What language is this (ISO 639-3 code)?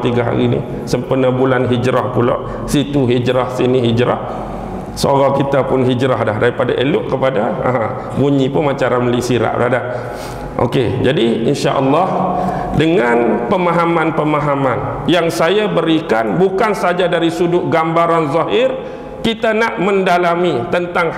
msa